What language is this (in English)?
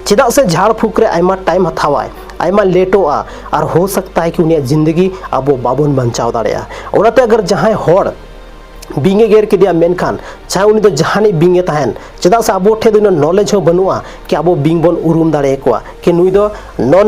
Santali